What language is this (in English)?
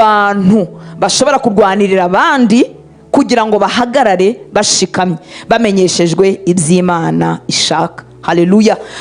Kinyarwanda